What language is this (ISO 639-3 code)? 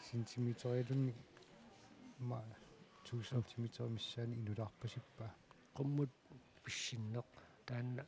kal